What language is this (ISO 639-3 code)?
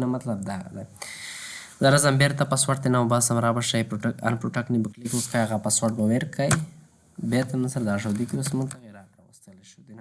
pus